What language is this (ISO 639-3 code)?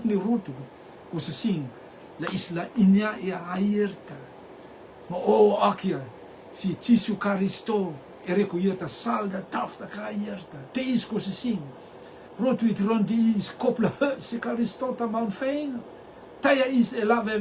rtm